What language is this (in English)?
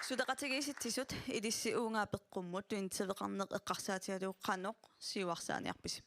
Kalaallisut